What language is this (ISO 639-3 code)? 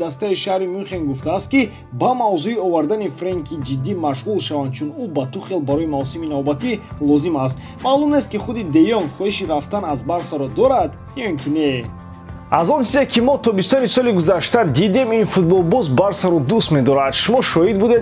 tgk